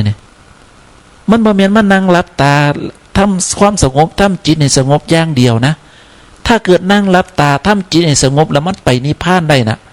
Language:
Northeastern Thai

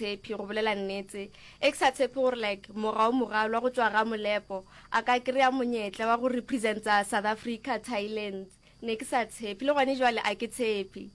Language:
Northern Sotho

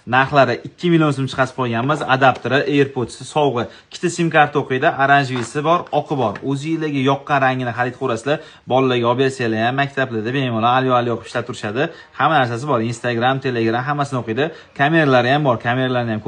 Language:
Uzbek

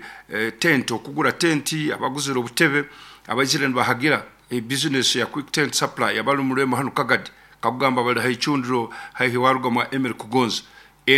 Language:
Nyankole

